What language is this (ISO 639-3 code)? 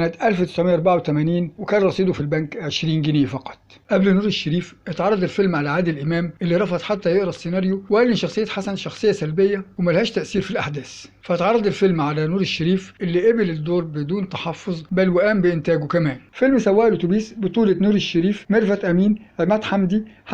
arz